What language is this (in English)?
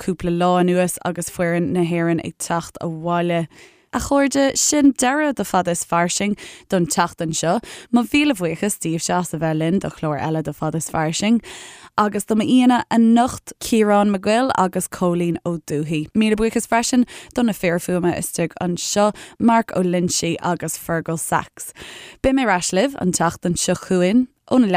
Irish